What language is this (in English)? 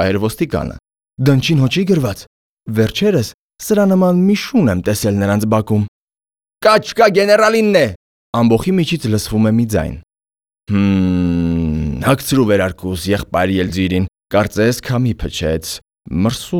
Armenian